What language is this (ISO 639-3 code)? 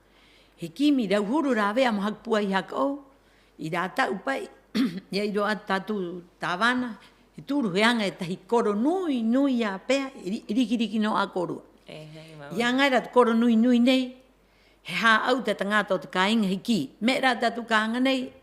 rap